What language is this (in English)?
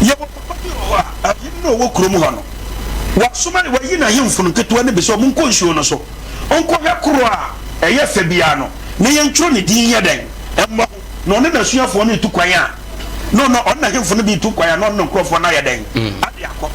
Akan